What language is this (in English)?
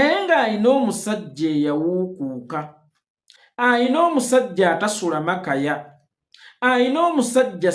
Ganda